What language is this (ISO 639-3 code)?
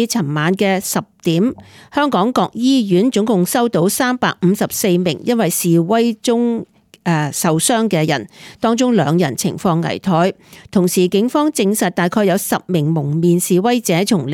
yue